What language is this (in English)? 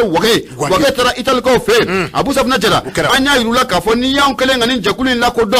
Bambara